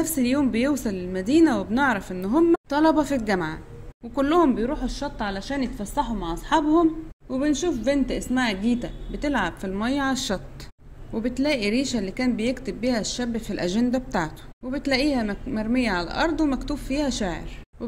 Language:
Egyptian Arabic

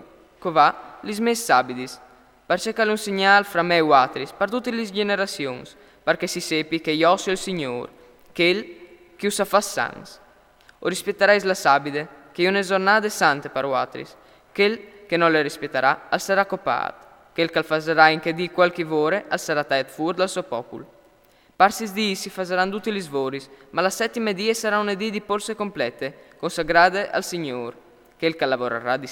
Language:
Friulian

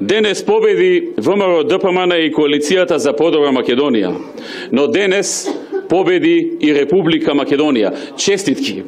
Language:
Macedonian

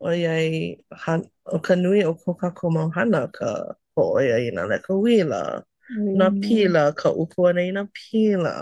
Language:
Hawaiian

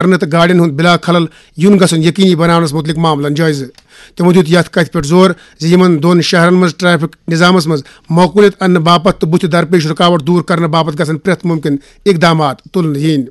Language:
Kashmiri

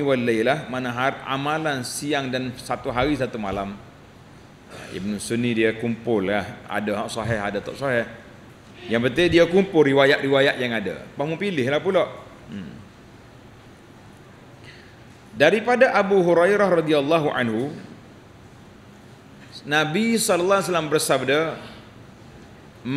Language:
Malay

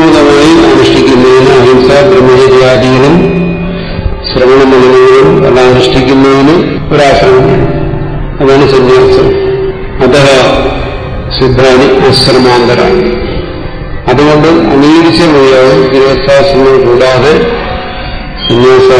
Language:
Malayalam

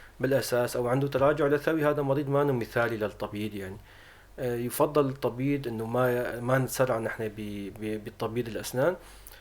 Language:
North Levantine Arabic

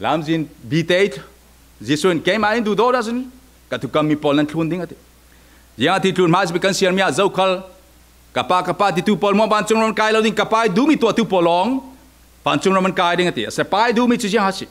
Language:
Falam Chin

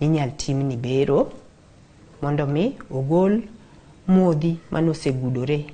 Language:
Luo (Kenya and Tanzania)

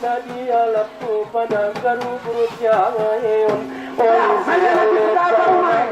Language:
Batak Angkola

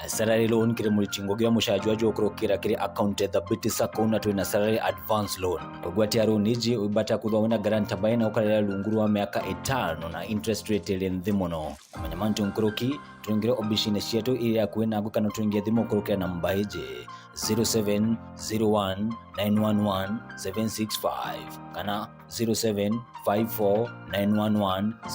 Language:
Meru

